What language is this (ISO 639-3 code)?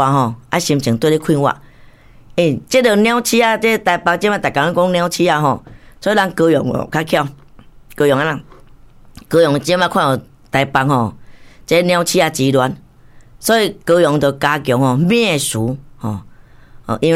nan